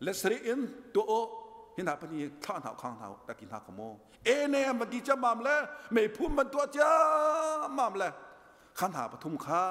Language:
Hakha Chin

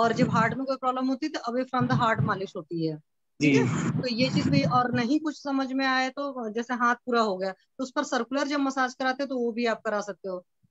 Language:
Hindi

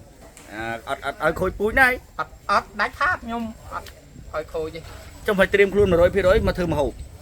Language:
Khmer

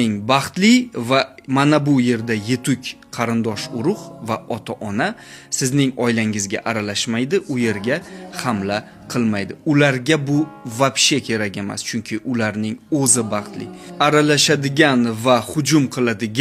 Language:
Uzbek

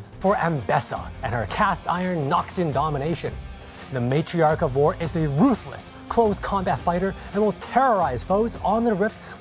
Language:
English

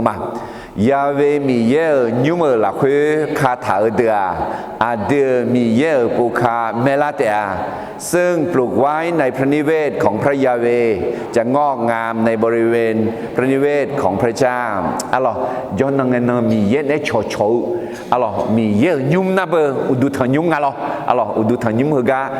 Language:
Akha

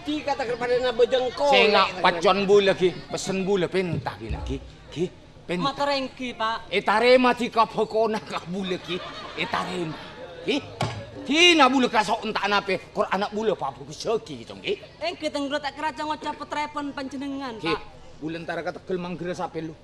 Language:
Madurese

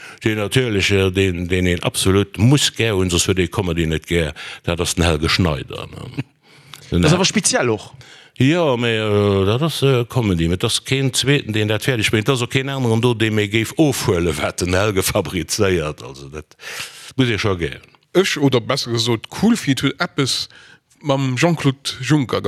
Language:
Luxembourgish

